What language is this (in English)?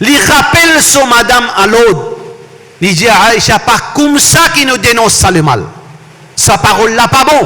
Morisyen